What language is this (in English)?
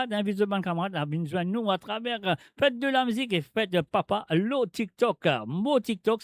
Morisyen